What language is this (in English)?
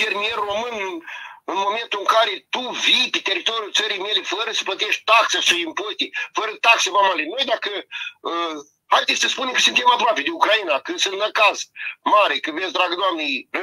Romanian